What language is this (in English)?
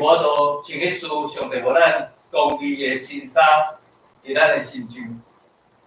Min Nan Chinese